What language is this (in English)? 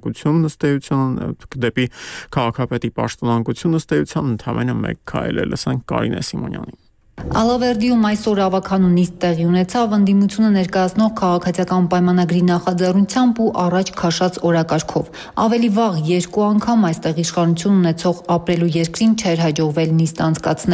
Armenian